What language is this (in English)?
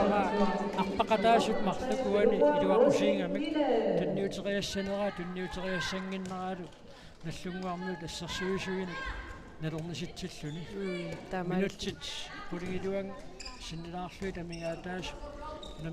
Kalaallisut